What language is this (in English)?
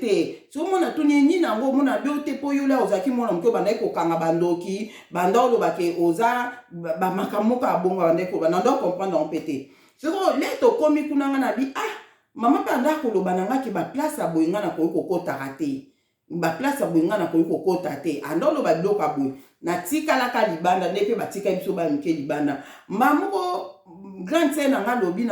Lingala